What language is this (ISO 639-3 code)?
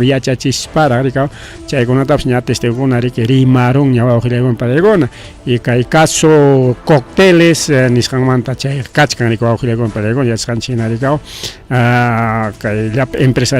quy